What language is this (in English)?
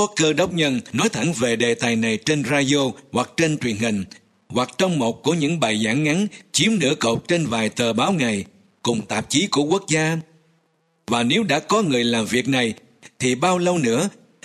Vietnamese